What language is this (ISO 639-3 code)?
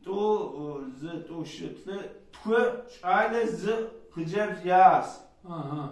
kbd